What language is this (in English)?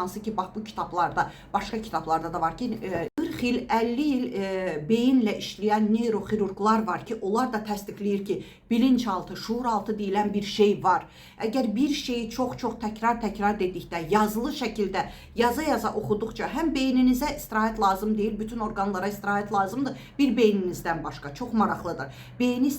Azerbaijani